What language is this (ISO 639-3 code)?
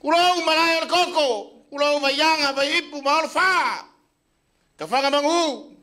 smo